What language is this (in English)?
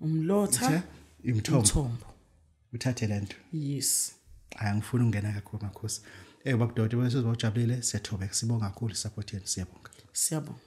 Zulu